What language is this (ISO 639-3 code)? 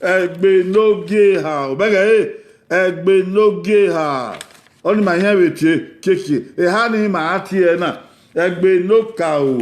bin